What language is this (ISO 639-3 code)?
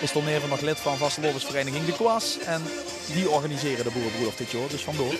lim